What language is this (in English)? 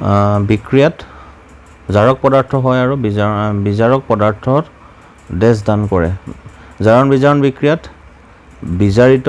Assamese